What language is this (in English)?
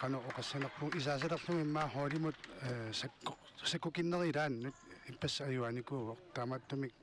Kalaallisut